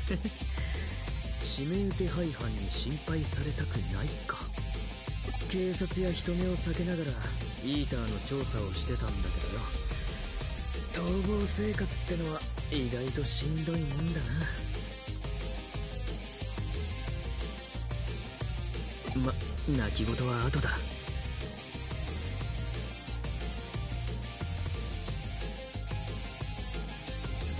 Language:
Japanese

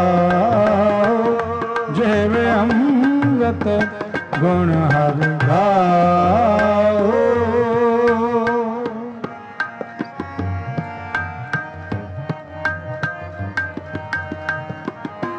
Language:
Punjabi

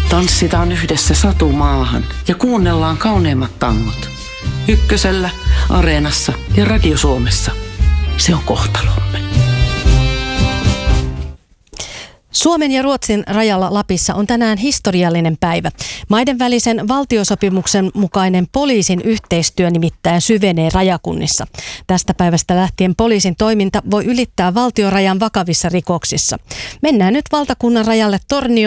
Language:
Finnish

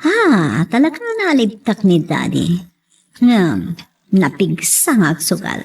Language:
Iloko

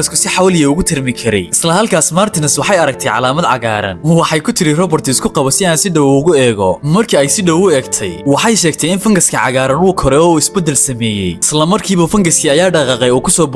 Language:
Somali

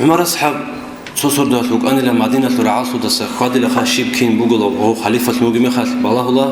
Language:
Avaric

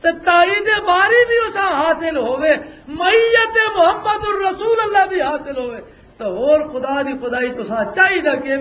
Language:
Western Panjabi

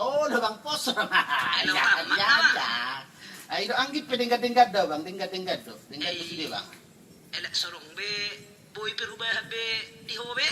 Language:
Batak Toba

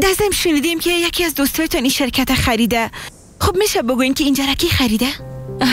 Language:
Persian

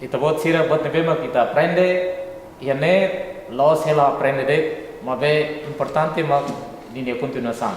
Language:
Tetum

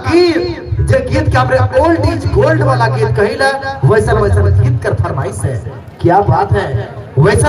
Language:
Sadri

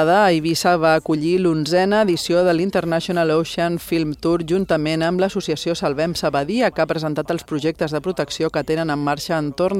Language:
Catalan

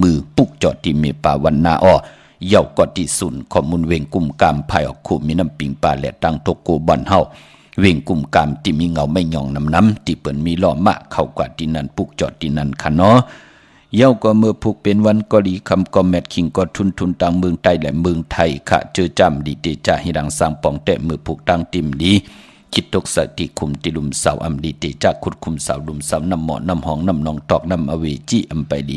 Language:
Shan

